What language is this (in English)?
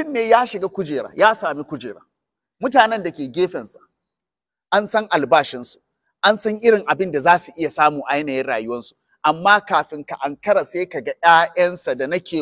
Hausa